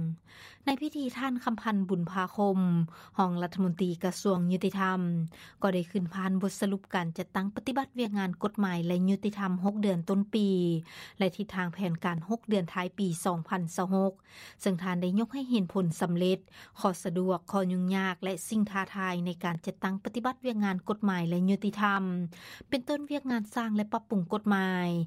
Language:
Lao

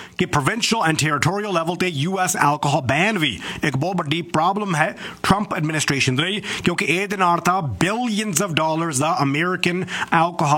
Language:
Punjabi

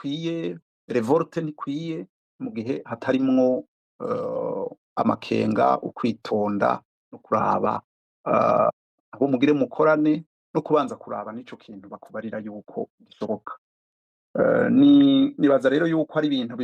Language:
Rundi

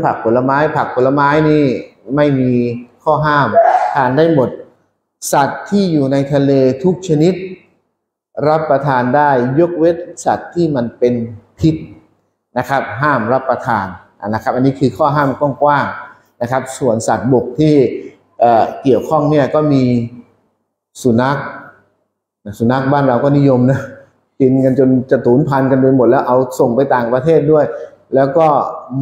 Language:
Thai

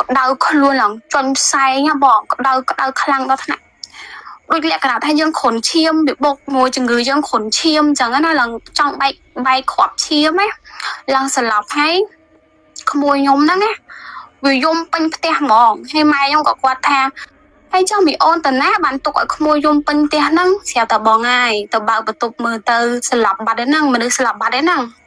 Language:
Khmer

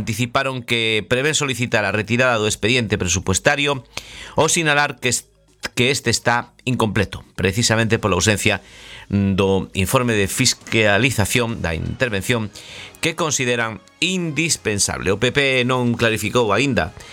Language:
Galician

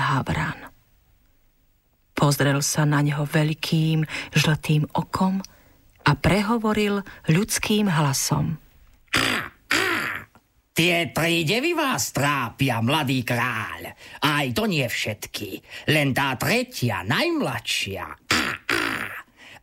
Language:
Slovak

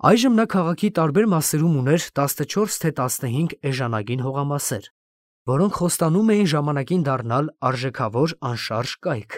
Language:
Armenian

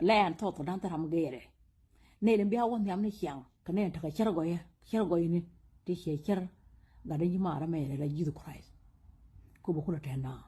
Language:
Nuer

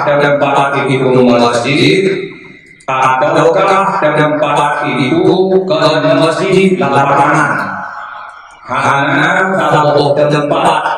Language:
Achinese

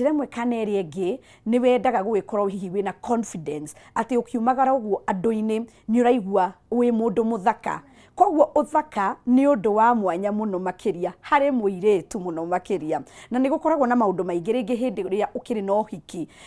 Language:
Kikuyu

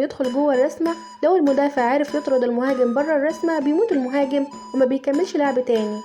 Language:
Egyptian Arabic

